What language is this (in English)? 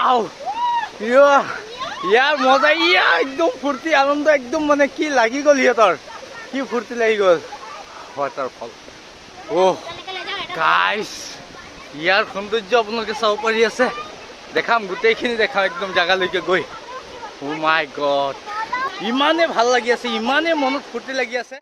Assamese